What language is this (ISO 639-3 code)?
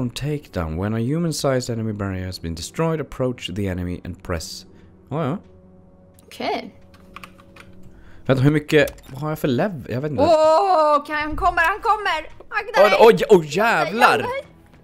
swe